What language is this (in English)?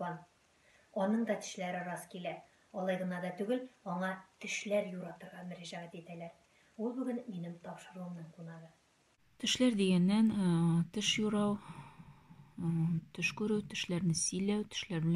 Tatar